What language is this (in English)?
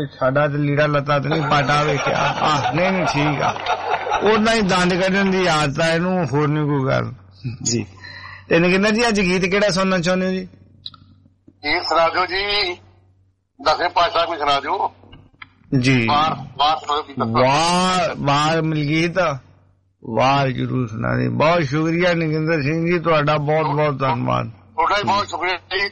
Punjabi